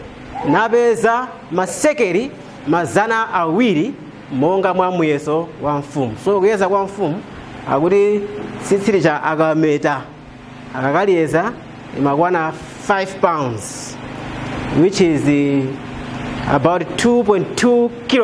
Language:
Nyanja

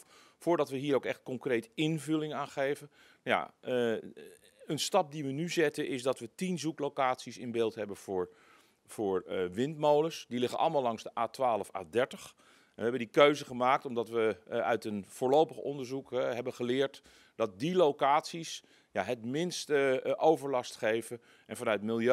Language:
Dutch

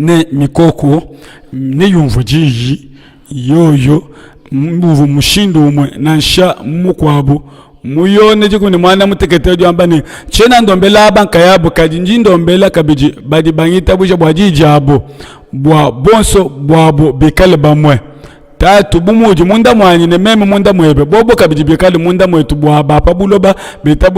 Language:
Luba-Lulua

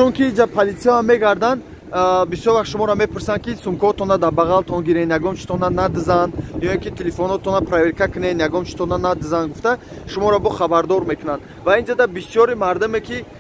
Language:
Tajik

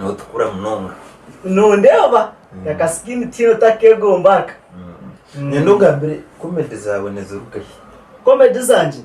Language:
Nyankole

